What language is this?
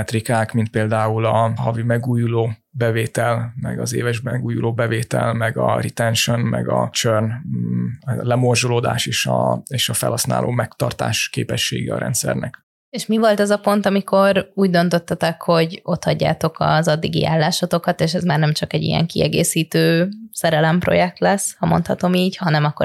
Hungarian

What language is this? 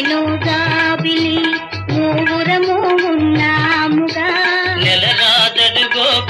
Telugu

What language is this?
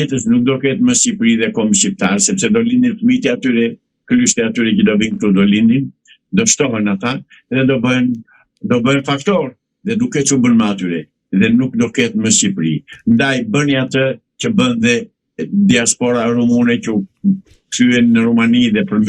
Albanian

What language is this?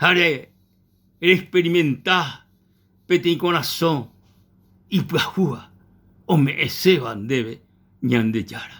Guarani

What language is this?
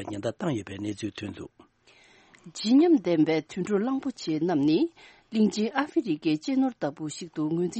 Tibetan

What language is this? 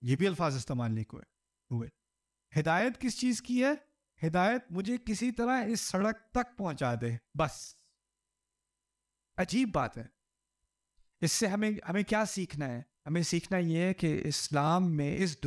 Urdu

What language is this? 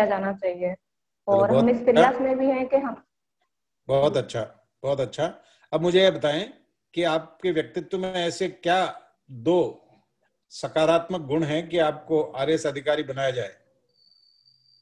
Hindi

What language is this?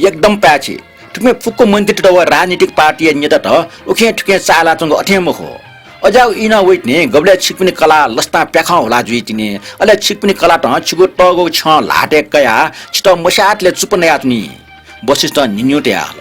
Newari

